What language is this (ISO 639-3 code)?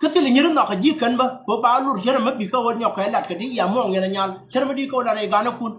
nus